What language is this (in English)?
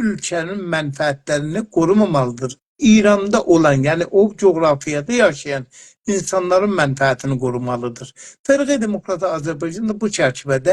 South Azerbaijani